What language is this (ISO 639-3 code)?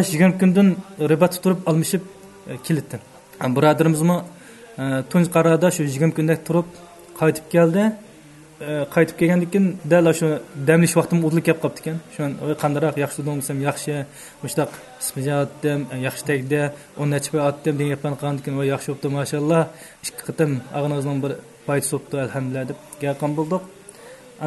uig